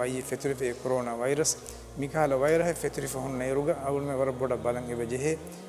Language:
Divehi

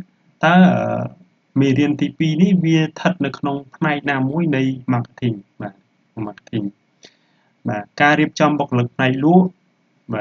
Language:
Khmer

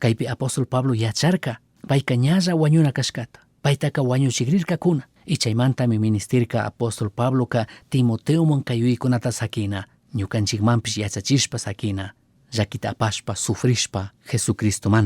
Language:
Chimborazo Highland Quichua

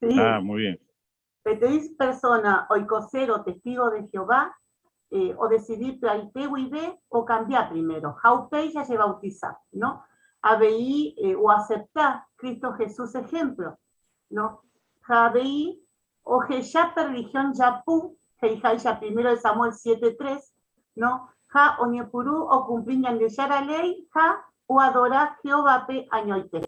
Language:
Guarani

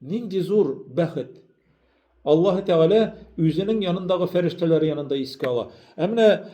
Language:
Tatar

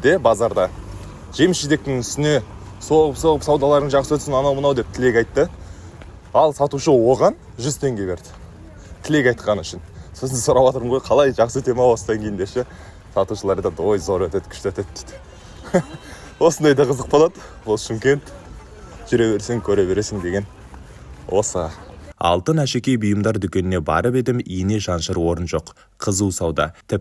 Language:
Kazakh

